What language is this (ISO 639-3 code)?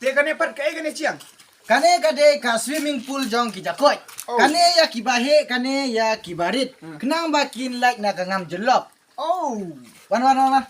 kha